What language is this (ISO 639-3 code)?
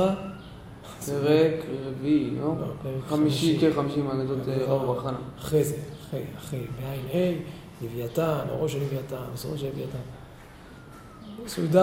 heb